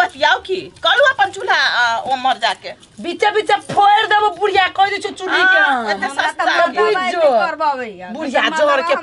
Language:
Maithili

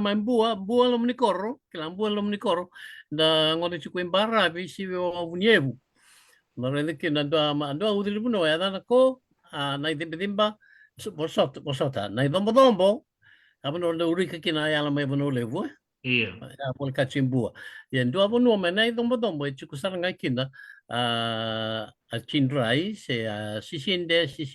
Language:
Fijian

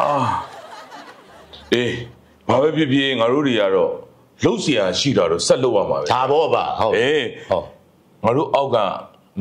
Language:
Burmese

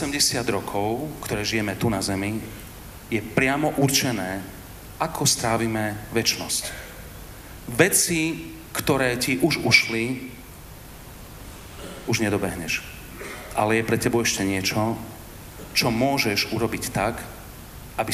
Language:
Slovak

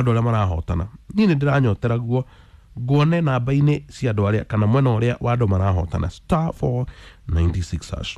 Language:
Kikuyu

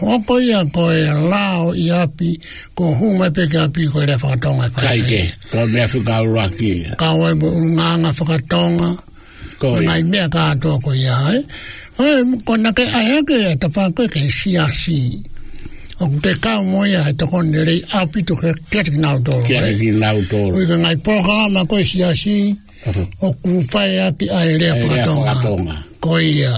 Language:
Tongan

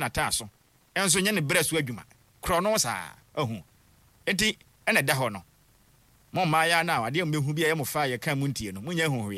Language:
Akan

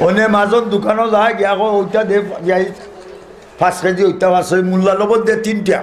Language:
Sylheti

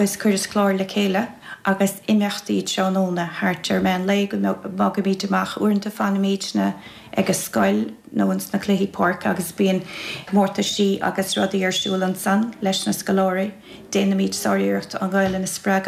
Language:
Irish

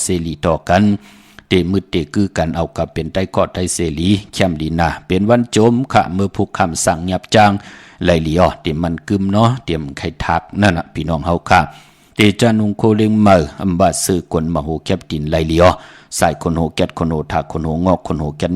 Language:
Shan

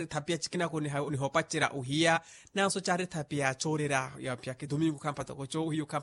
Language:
Makhuwa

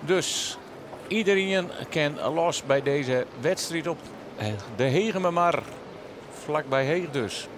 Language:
Western Frisian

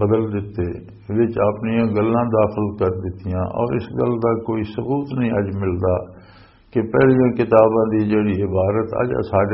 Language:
Western Panjabi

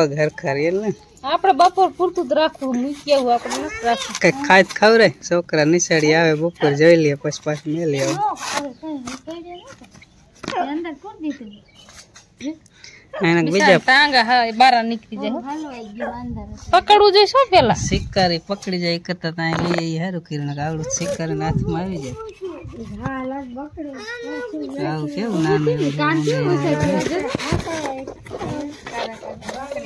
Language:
Gujarati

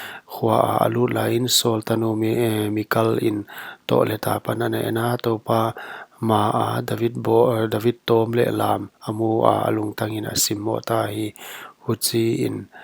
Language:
Paite Chin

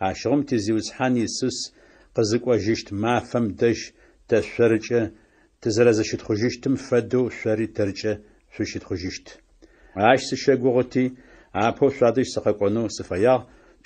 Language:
Adyghe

